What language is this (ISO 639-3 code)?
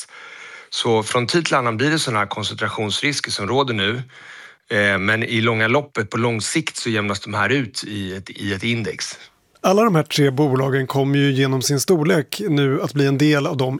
swe